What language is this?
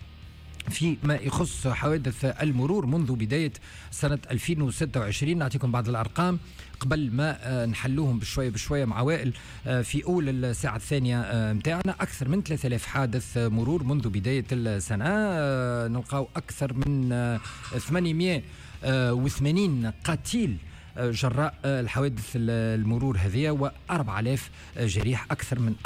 Tunisian Arabic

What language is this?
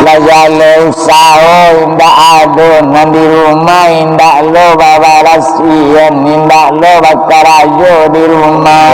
Minangkabau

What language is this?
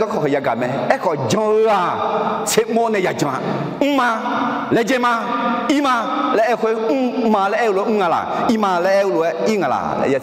Akha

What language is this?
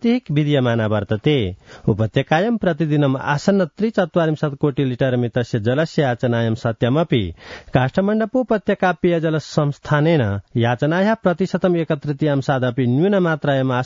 Sanskrit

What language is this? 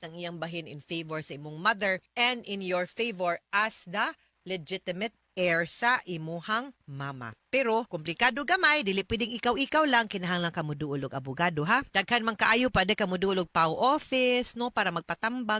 Cebuano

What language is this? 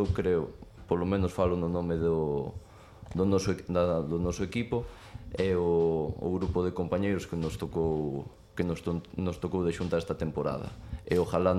Galician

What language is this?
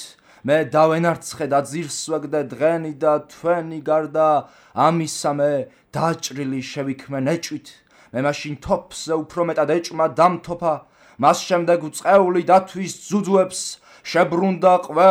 Georgian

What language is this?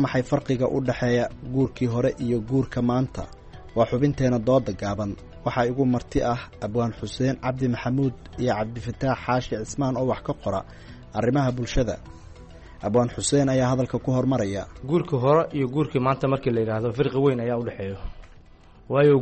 Somali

